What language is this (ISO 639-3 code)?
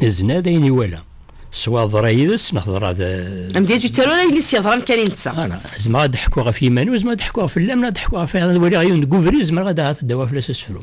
kab